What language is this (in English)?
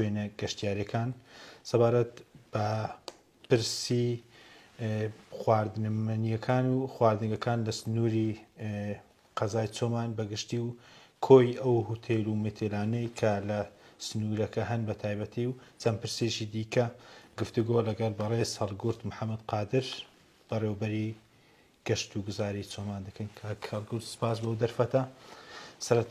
Central Kurdish